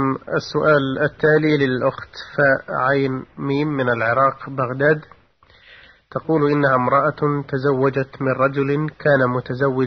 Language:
Arabic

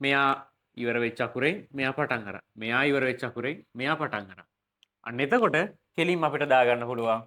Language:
Sinhala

